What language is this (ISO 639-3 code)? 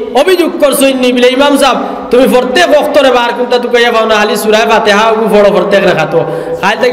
syl